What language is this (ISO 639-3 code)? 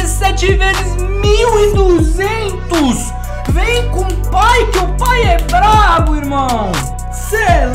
por